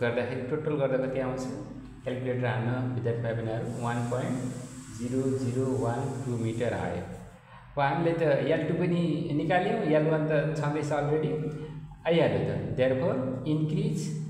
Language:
Nepali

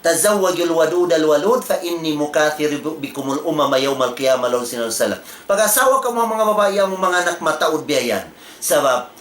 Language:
Tausug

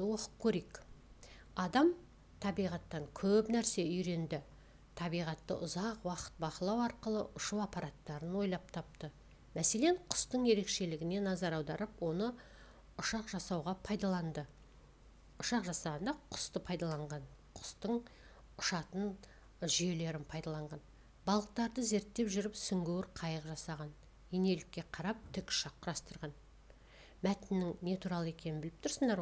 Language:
Kazakh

